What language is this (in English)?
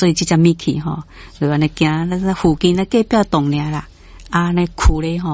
Min Nan Chinese